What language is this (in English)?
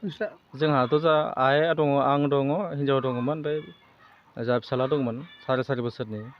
Bodo